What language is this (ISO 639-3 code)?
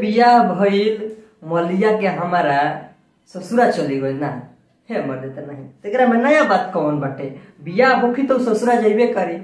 bho